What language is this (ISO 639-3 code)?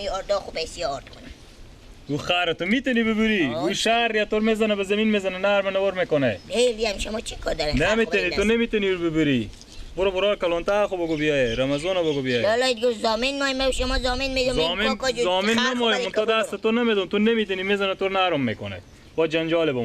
fas